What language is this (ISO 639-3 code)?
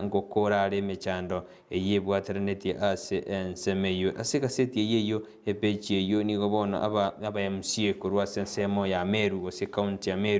guz